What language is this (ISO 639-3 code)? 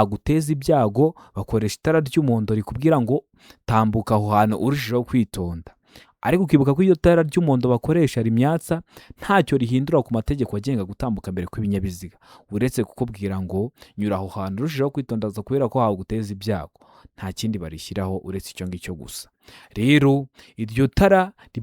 kin